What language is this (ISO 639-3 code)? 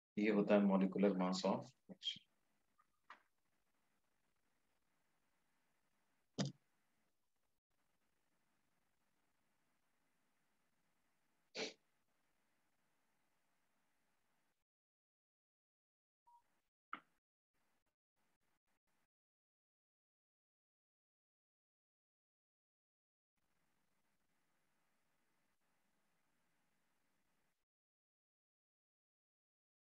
hin